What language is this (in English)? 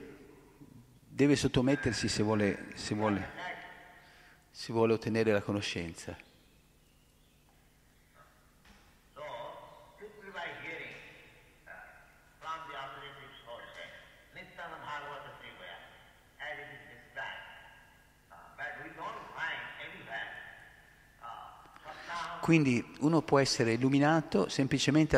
Italian